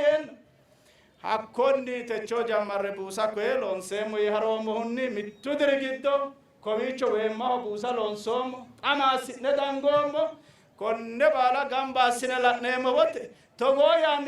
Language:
Sidamo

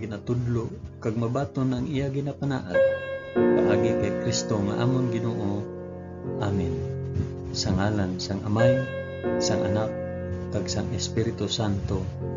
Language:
Hiligaynon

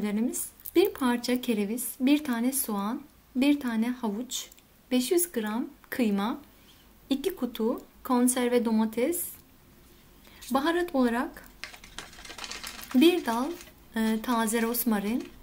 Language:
Turkish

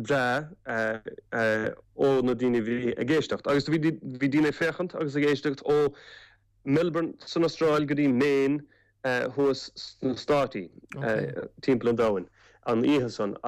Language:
Irish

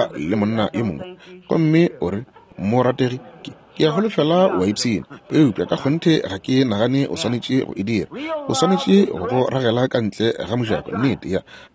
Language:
Northern Sotho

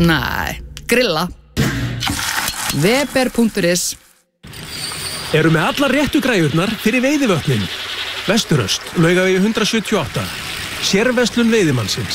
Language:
Icelandic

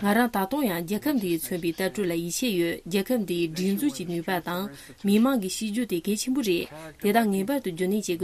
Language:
Tibetan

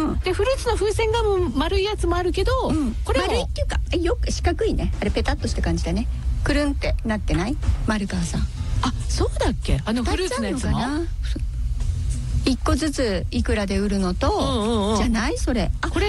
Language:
Japanese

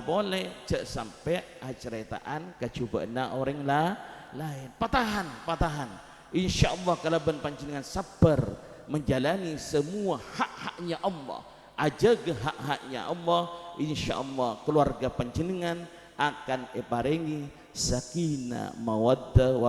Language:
Madurese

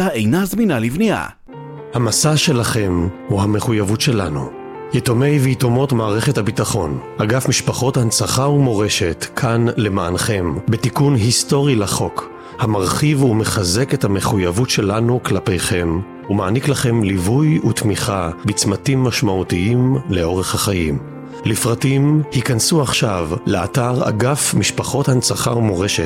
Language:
Hebrew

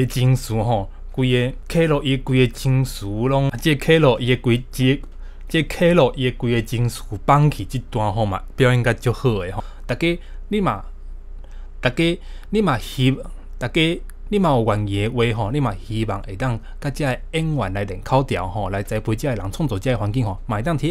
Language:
Min Nan Chinese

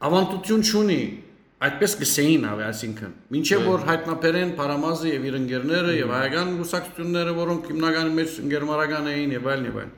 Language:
Western Armenian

